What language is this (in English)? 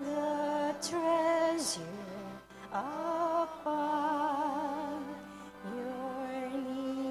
Pampanga